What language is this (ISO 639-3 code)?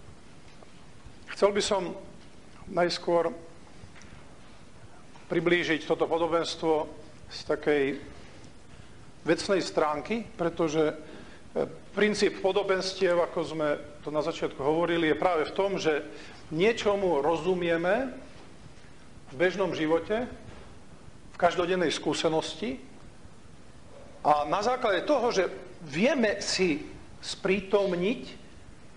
slk